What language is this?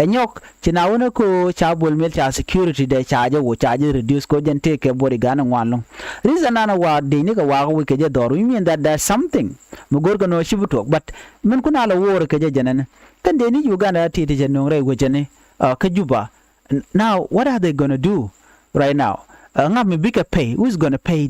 Nuer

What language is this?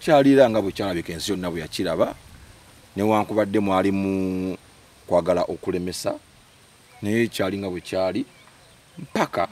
Ganda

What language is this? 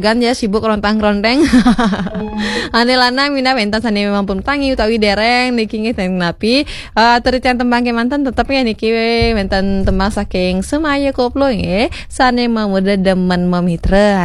Balinese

